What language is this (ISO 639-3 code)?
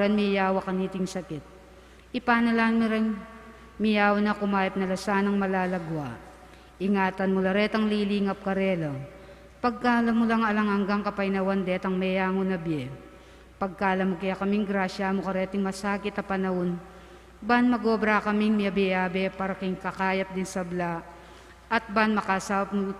pam